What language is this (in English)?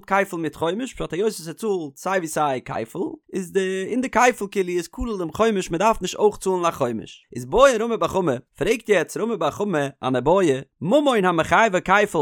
Yiddish